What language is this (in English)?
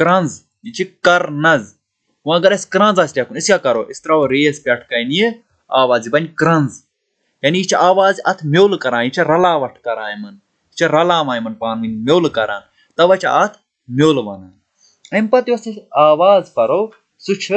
Kashmiri